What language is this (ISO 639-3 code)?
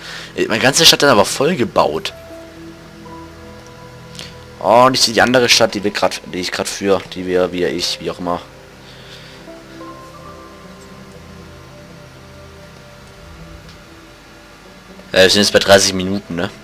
deu